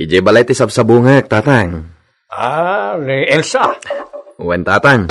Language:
Iloko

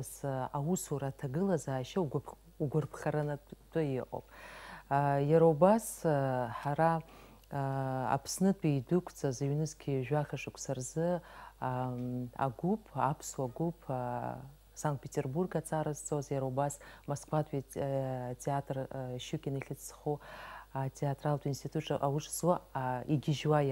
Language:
Abkhazian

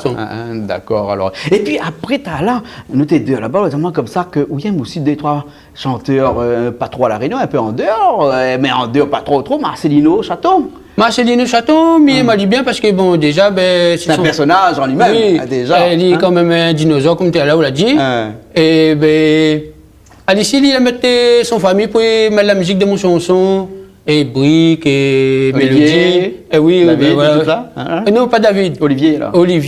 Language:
Réunion Creole French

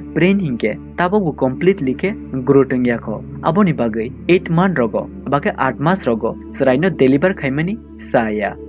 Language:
Kok Borok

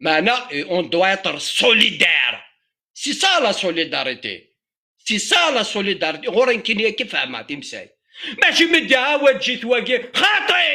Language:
Kabyle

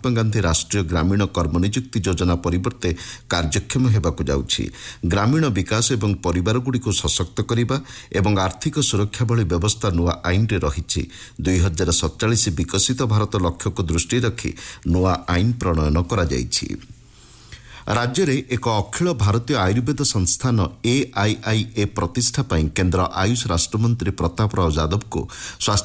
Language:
Odia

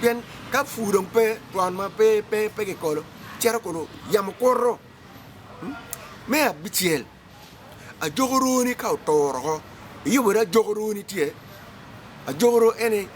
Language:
Acoli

